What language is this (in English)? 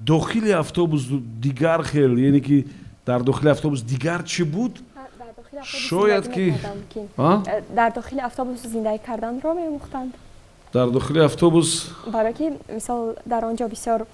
Tajik